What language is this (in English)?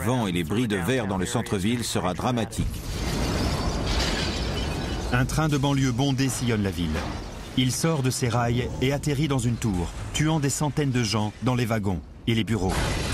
French